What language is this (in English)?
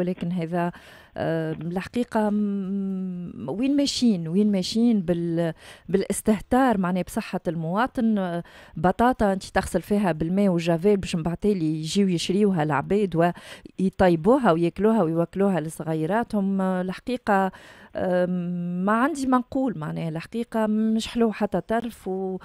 Tunisian Arabic